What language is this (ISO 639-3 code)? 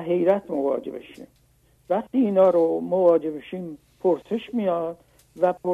fas